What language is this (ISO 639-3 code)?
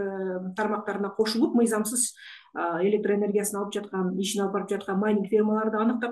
kir